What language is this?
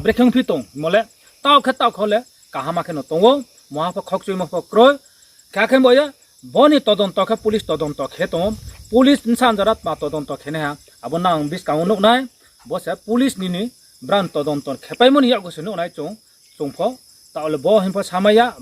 Riang (India)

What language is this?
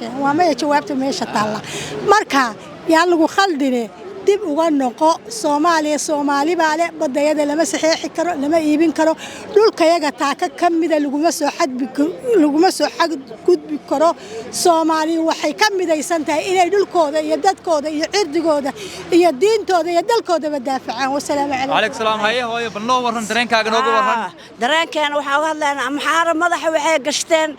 Somali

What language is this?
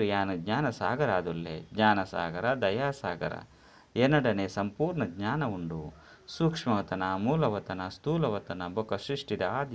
Tulu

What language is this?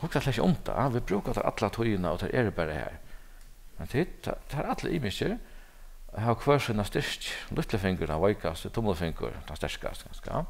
Faroese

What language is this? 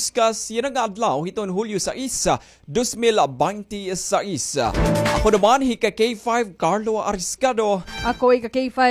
Waray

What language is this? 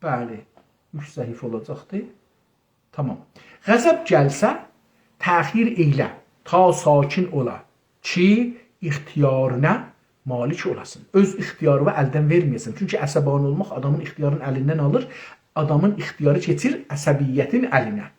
South Azerbaijani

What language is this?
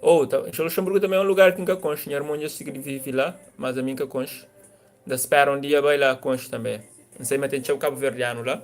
Kabuverdianu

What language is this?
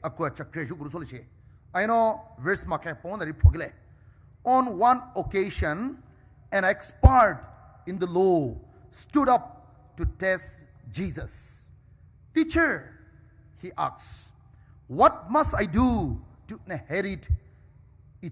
Poumei Naga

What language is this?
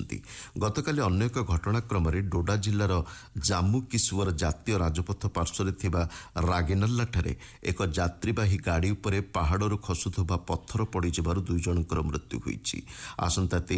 Odia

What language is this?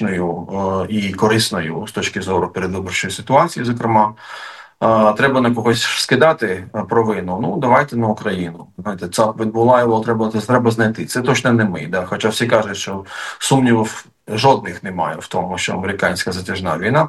Ukrainian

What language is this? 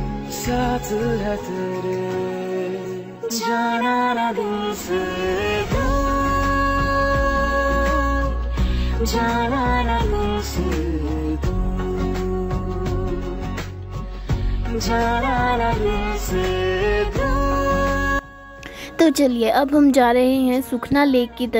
Hindi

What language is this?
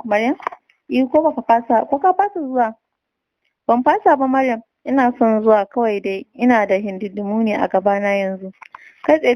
Hausa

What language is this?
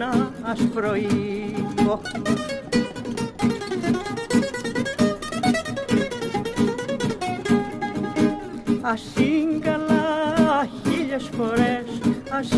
Greek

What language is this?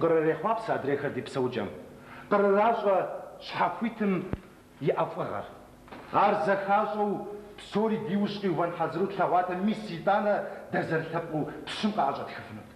Kabardian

